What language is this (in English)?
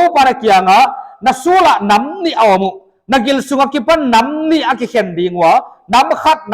Paite Chin